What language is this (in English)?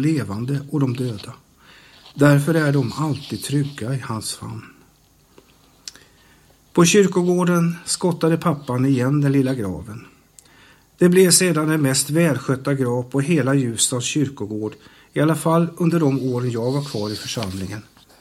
Swedish